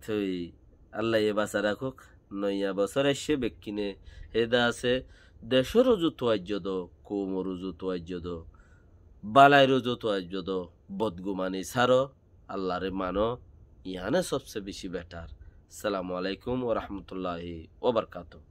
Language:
Rohingya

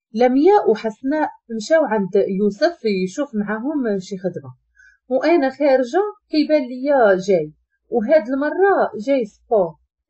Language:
Moroccan Arabic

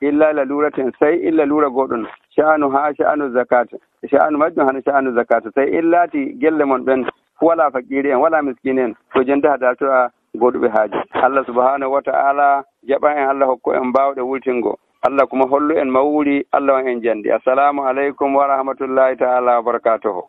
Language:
Nigerian Fulfulde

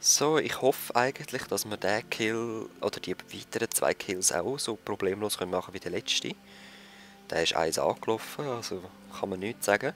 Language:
Swiss German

